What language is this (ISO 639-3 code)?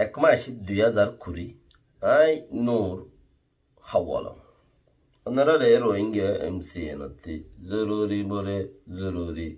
rhg